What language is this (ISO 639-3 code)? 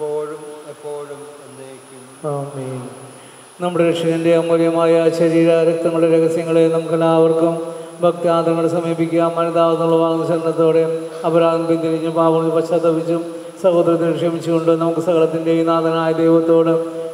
mal